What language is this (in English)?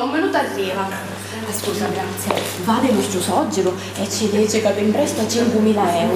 Sicilian